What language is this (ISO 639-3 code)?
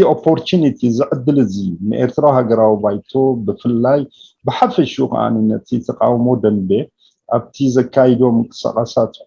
tir